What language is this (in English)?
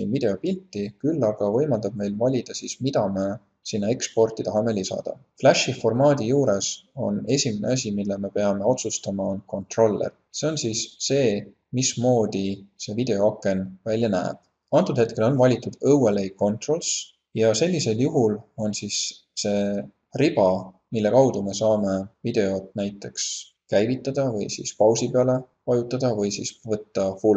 Estonian